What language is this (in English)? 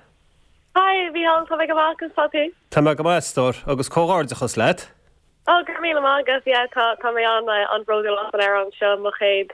Irish